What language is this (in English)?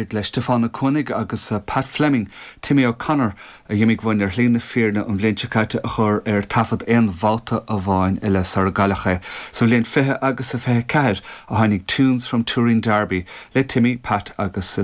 Irish